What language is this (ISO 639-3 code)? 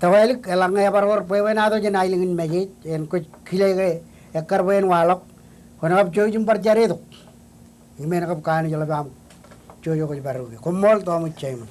mah